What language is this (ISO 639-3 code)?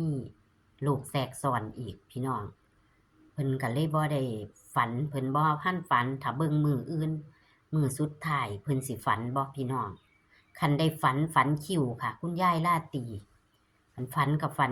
tts